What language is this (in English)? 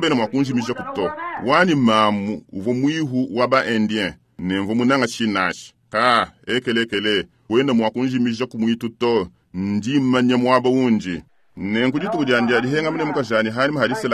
Luba-Lulua